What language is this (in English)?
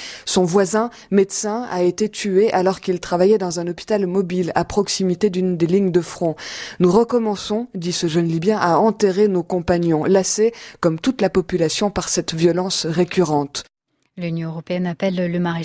French